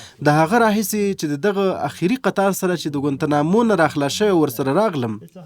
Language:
Pashto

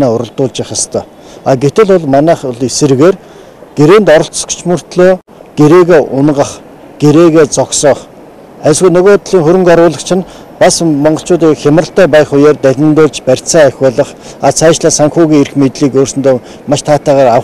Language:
Mongolian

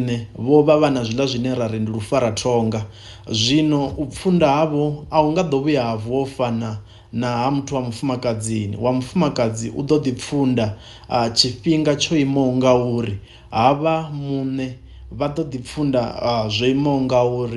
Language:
Venda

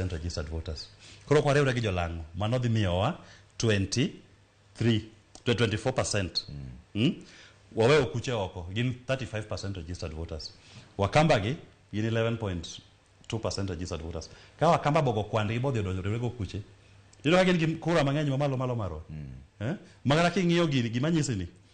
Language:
Luo (Kenya and Tanzania)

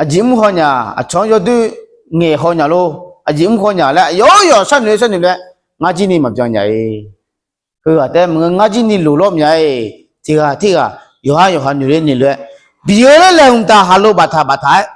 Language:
Akha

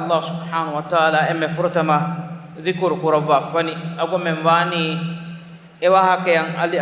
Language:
Divehi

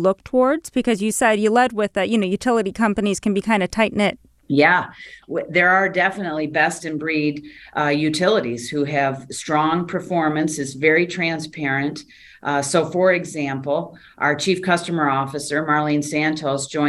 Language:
English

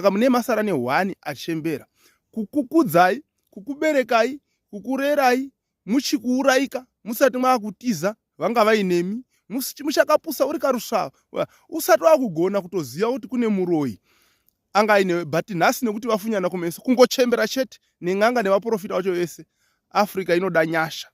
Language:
Shona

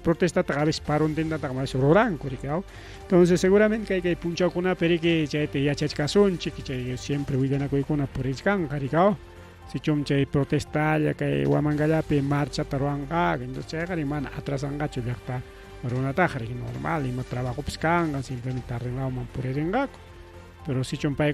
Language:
Ayacucho Quechua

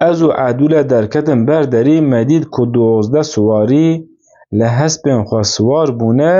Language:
Kurdish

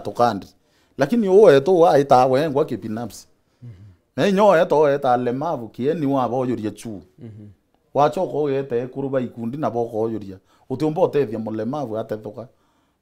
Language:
Meru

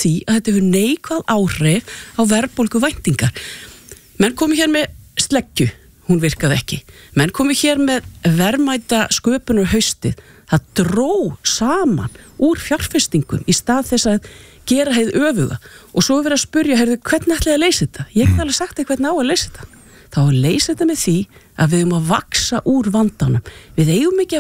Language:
Icelandic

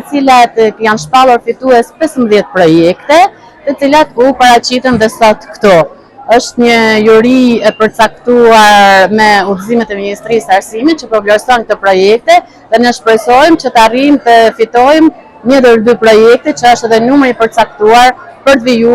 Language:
Albanian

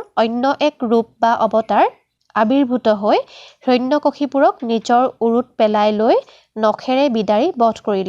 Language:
Assamese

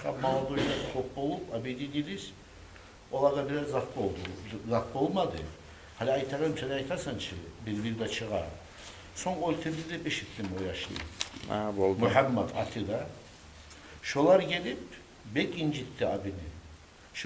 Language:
Kumyk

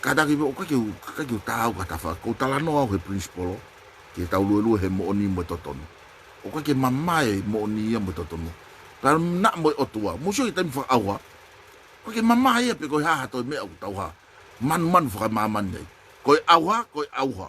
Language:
Tongan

